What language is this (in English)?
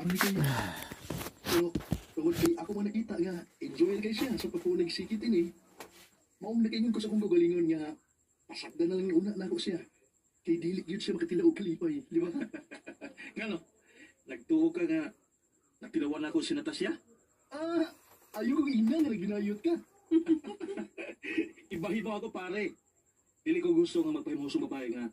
Cebuano